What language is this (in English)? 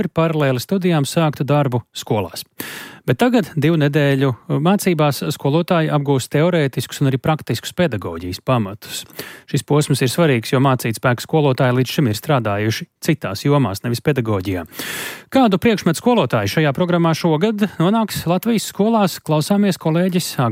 Latvian